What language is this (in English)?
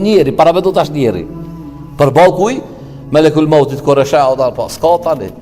Albanian